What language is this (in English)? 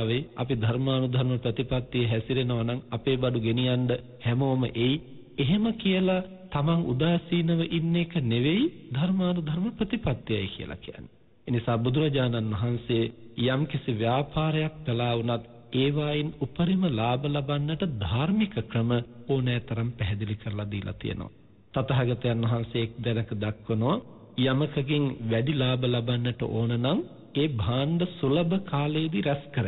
Sinhala